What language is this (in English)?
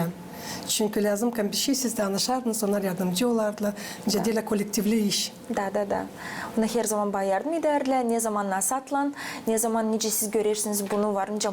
Gagauz